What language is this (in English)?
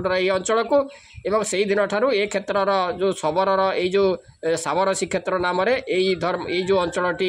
Odia